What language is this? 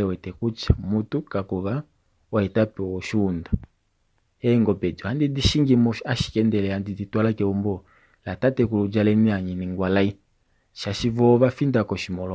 Kuanyama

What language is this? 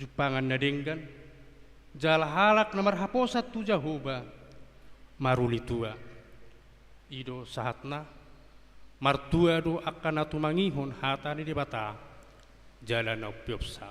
Batak Toba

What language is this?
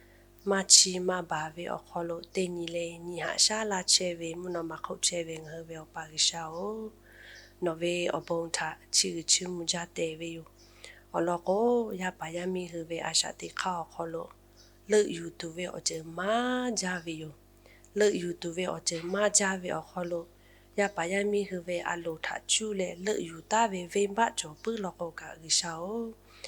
Lahu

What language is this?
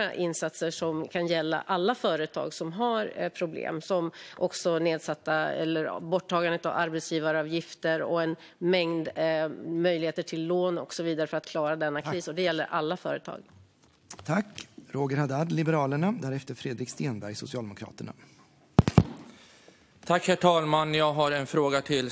Swedish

